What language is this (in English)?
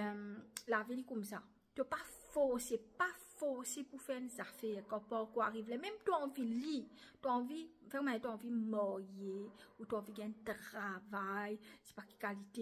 Morisyen